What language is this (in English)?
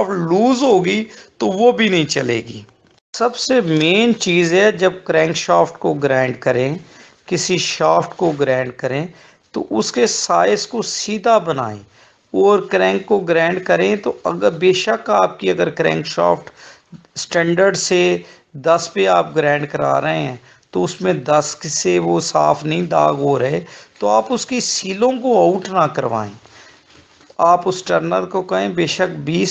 Urdu